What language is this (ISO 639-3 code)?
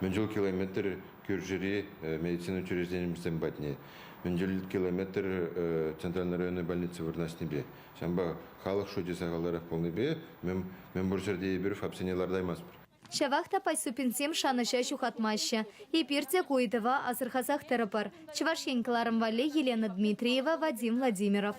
chv